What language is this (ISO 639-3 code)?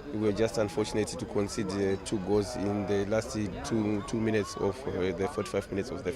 tsn